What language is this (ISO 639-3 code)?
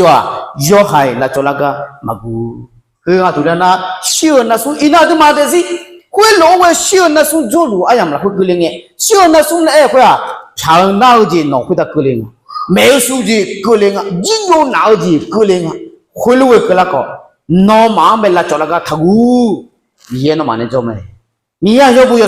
ahk